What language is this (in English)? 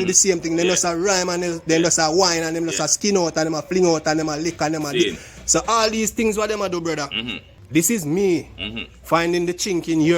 Jamaican Creole English